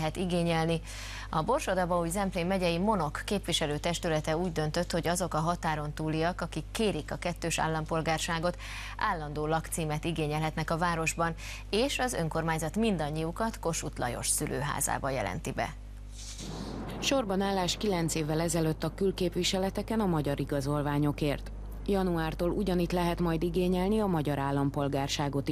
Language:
Hungarian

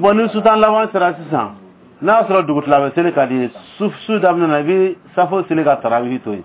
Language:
Dyula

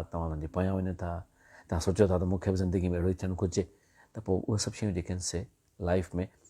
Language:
Sindhi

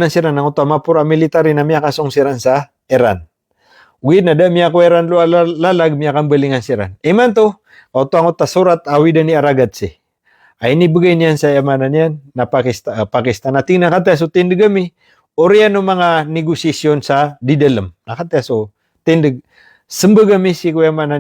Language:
Maranao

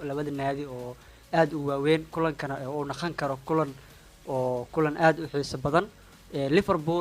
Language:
Somali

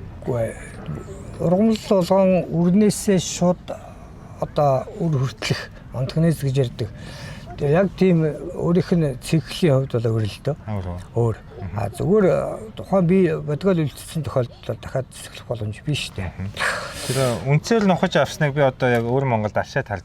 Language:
Mongolian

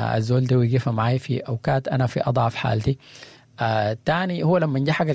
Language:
Sudanese Arabic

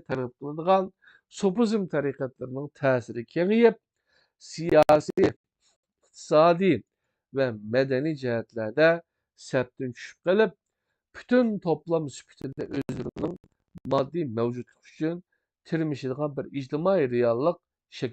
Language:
Uyghur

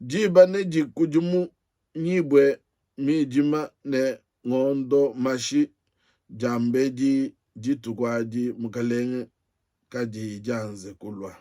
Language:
Luba-Lulua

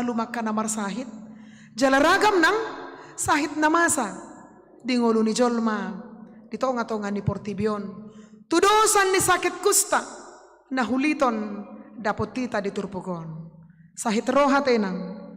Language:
Batak Toba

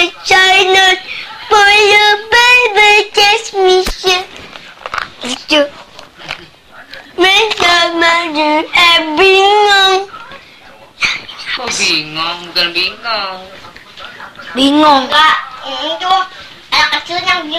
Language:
Indonesian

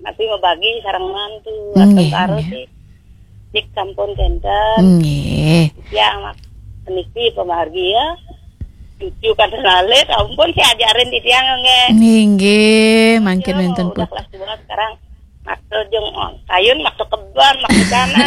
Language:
Balinese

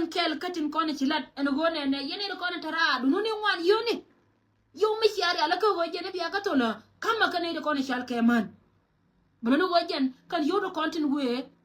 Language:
Nuer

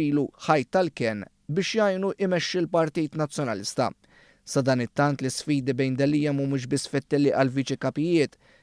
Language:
Maltese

